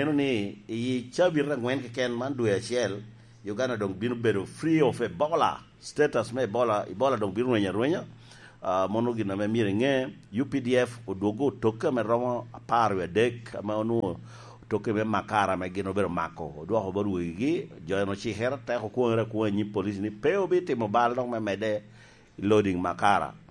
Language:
Lango (Uganda)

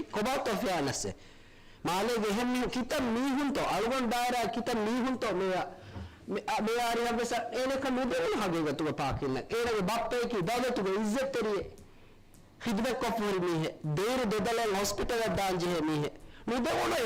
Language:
Divehi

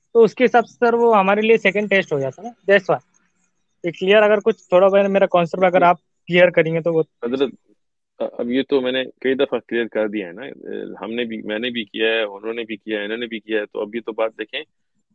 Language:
Urdu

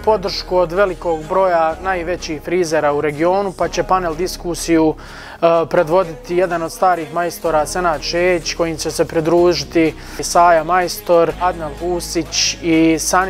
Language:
Bosnian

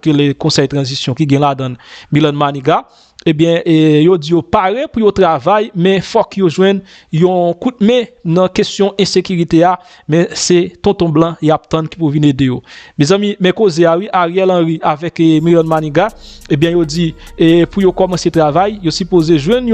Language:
Haitian Creole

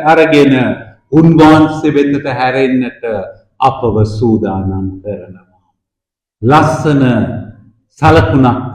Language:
Sinhala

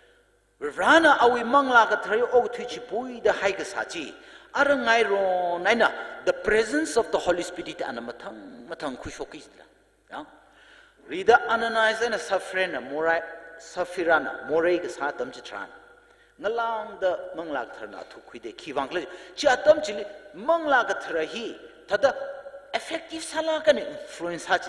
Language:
Tangkhul Naga (India)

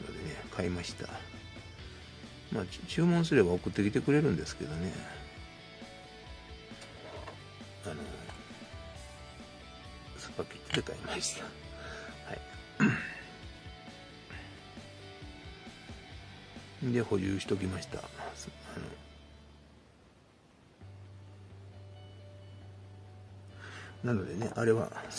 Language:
Japanese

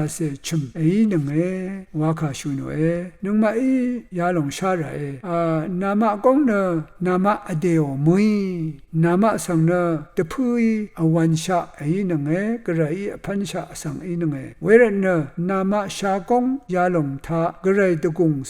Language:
Rawang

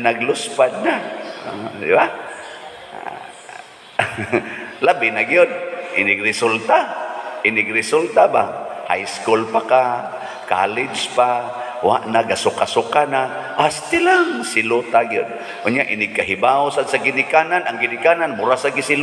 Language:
Cebuano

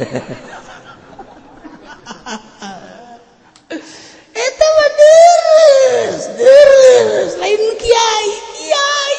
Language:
Sundanese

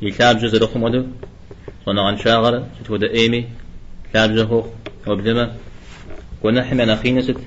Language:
Kabardian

